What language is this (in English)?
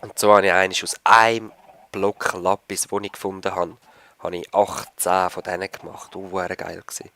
Swiss German